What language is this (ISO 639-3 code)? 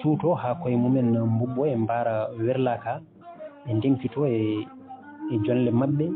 ful